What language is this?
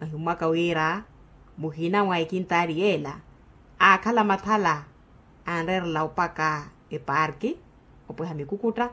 Makhuwa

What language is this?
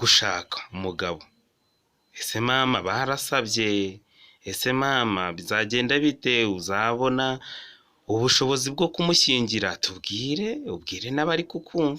Kinyarwanda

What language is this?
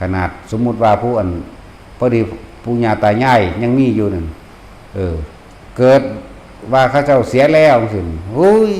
Northeastern Thai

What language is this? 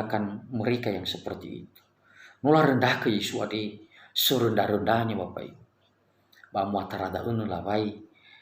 Nias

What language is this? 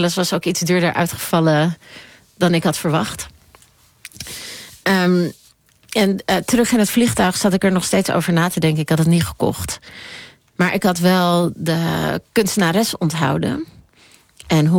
Dutch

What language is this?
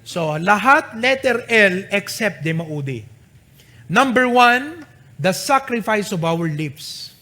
Iloko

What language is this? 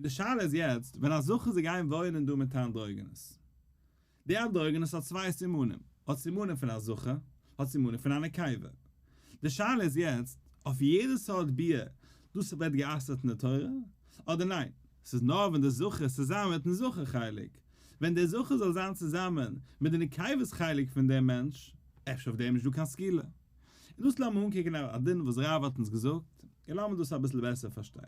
Yiddish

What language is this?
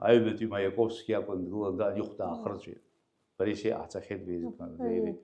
Abkhazian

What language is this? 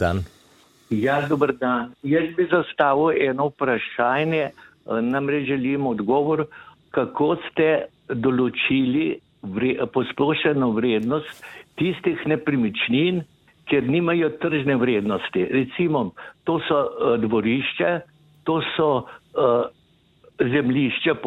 Slovenian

